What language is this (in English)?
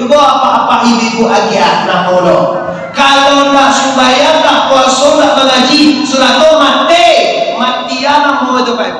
Minangkabau